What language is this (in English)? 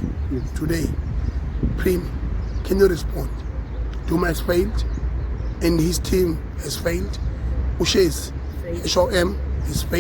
Zulu